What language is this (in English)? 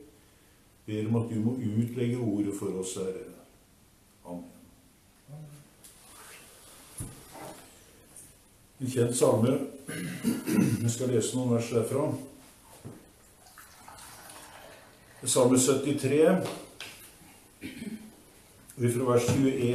Norwegian